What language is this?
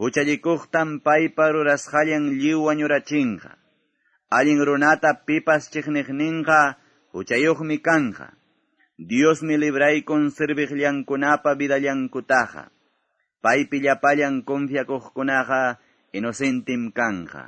Quechua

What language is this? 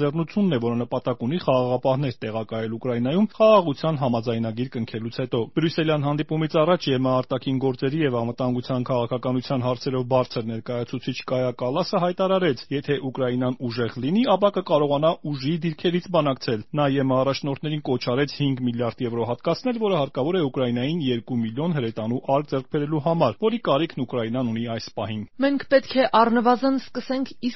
Armenian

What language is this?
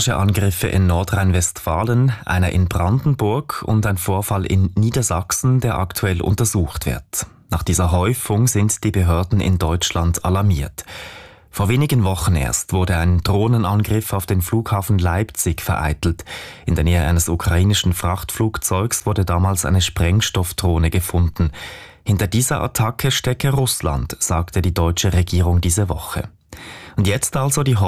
German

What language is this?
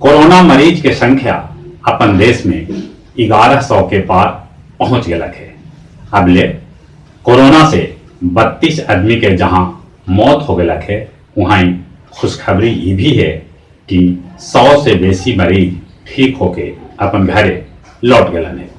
Magahi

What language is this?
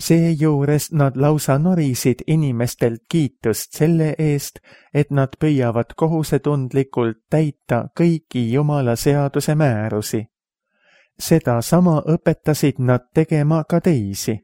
Estonian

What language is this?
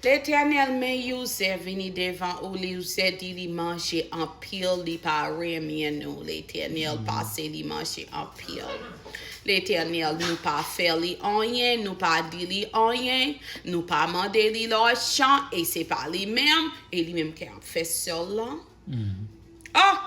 Haitian Creole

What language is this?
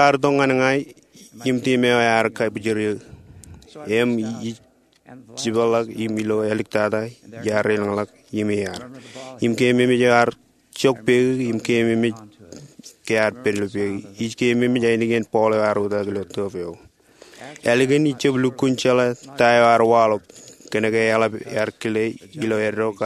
Marshallese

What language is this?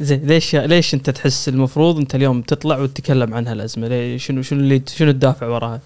Gulf Arabic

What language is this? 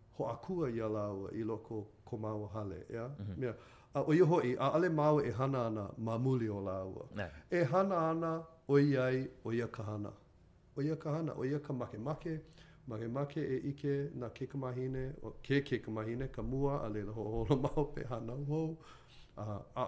Hawaiian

